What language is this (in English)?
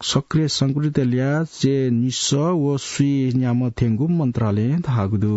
Newari